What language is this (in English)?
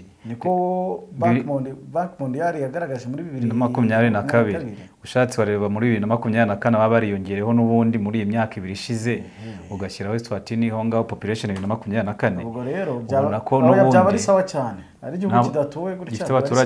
Kinyarwanda